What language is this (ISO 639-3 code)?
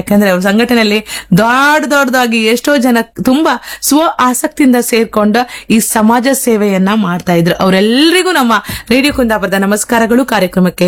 kan